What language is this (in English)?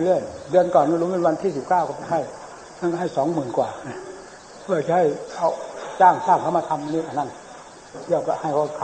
Thai